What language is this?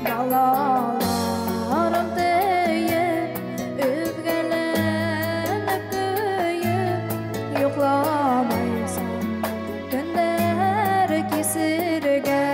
Bashkir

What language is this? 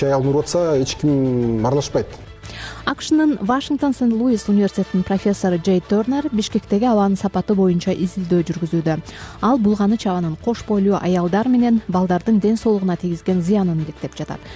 Kyrgyz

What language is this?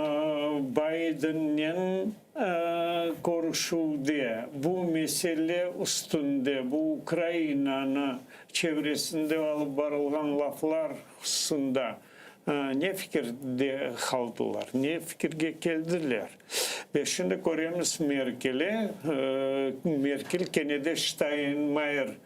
Crimean Tatar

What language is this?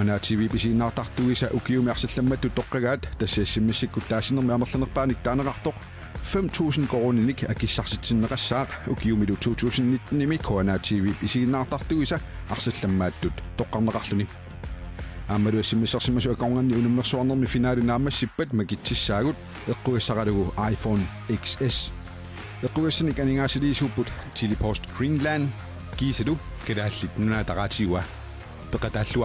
Kalaallisut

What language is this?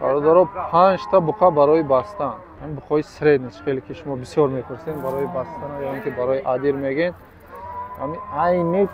Tajik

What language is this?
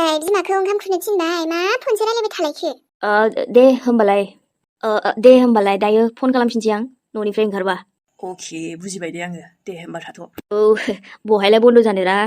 Bodo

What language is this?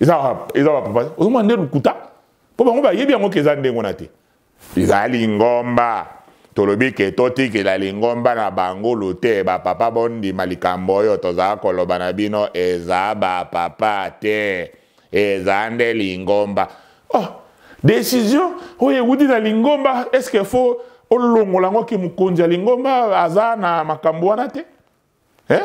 Lingala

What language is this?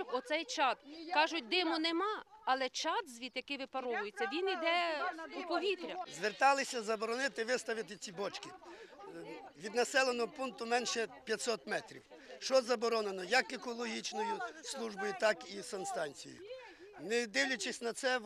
Ukrainian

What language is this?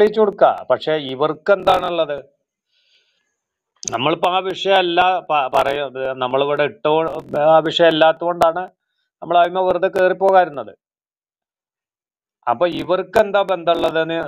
Malayalam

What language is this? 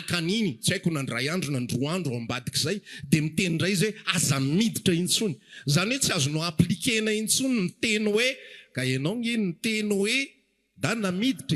Malagasy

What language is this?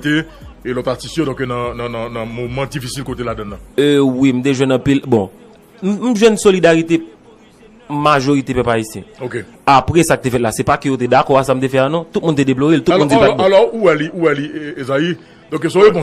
Haitian Creole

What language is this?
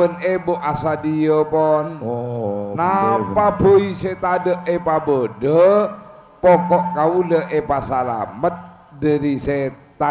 Madurese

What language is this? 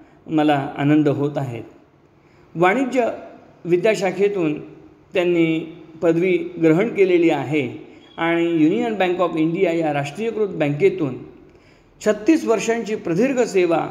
Marathi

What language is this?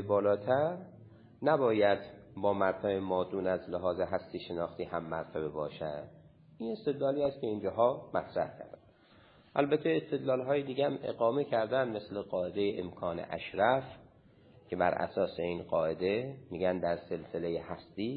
Persian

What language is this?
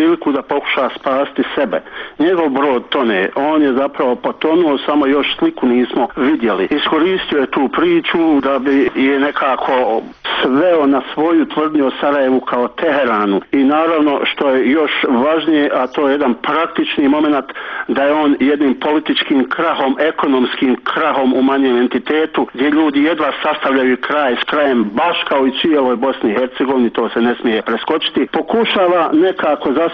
Bosnian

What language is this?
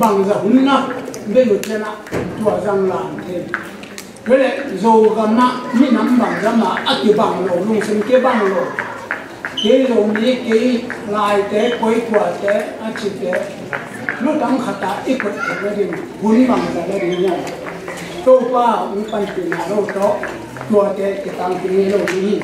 Tedim Chin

